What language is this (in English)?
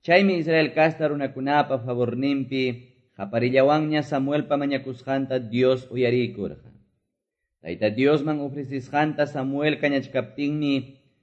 Quechua